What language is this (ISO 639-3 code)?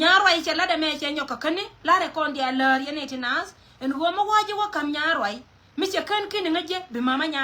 nus